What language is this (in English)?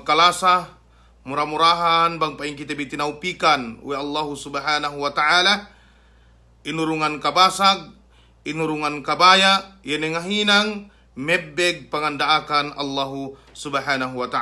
Yakan